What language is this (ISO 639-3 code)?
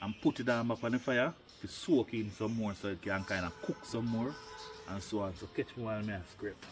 jam